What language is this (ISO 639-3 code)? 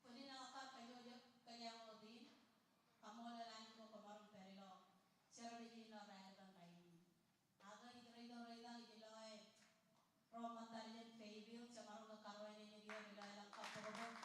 mah